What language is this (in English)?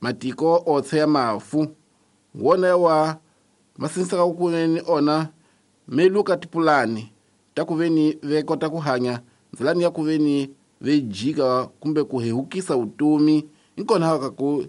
Tsonga